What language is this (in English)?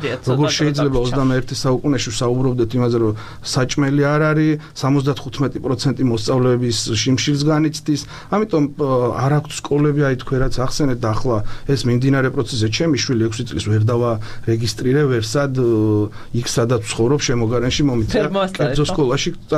Georgian